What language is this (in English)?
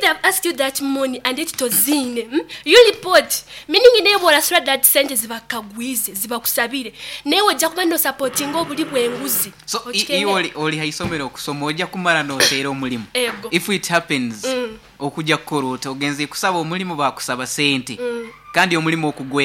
Nyoro